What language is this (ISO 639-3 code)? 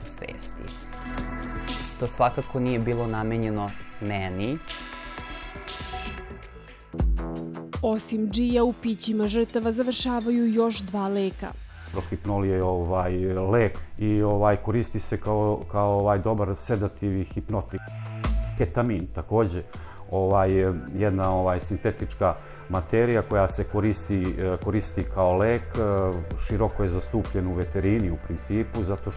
srp